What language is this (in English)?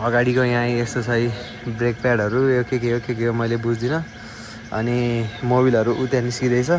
Nepali